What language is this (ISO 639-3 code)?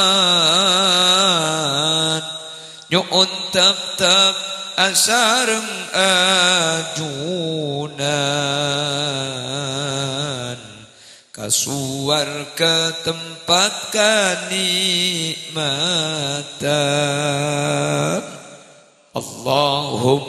mad